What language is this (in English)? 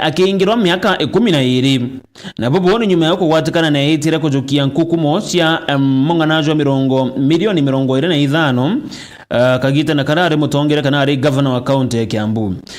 Meru